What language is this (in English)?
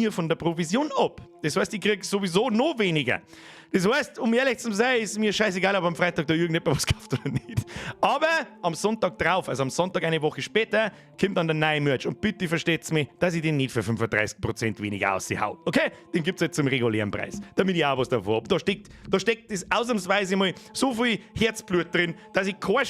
Bavarian